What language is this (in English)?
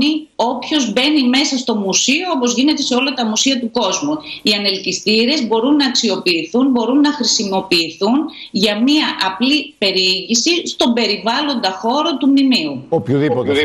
Greek